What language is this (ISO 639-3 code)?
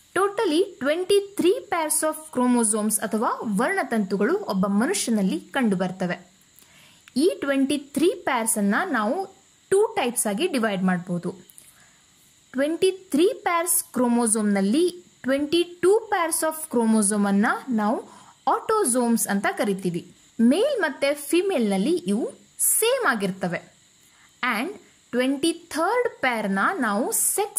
kan